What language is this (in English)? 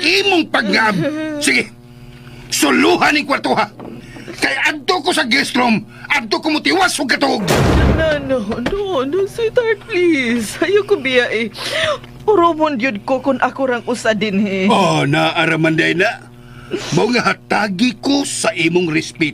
Cebuano